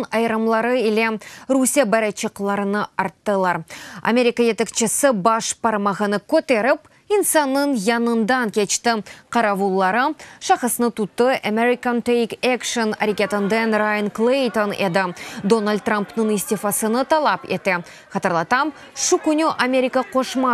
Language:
Crimean Tatar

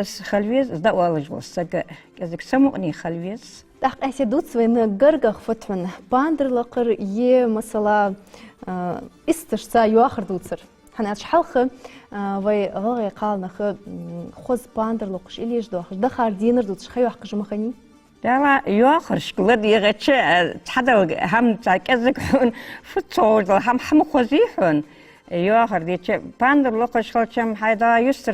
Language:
Ingush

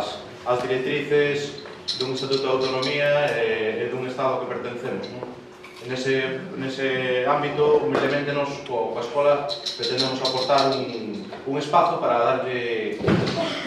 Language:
Galician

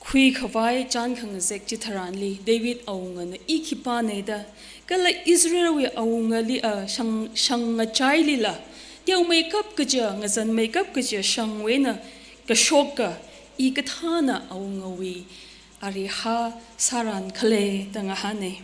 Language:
Tangkhul Naga (India)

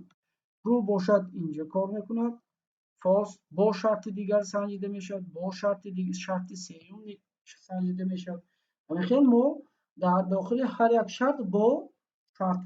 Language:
Tajik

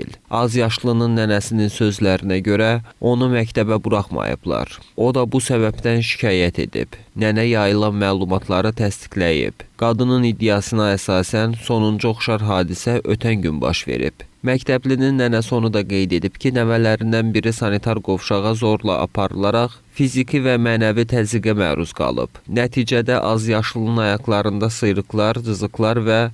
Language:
Azerbaijani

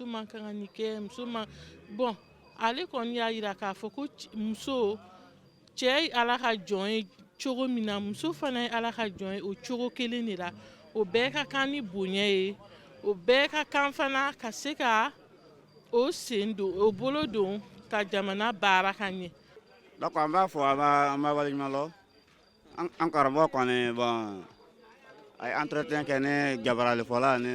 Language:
Bambara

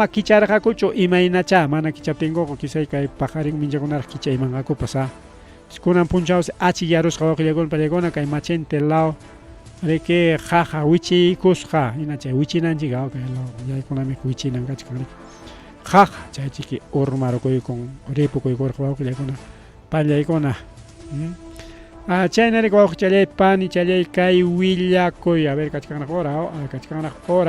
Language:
Ayacucho Quechua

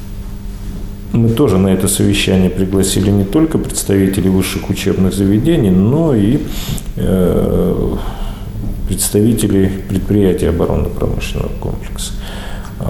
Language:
Russian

